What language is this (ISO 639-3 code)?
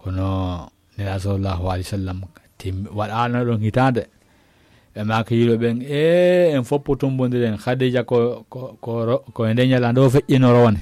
ful